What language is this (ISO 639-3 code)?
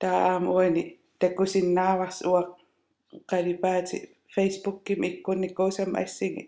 kal